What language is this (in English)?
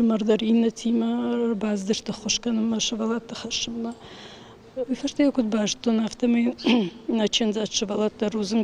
Ossetic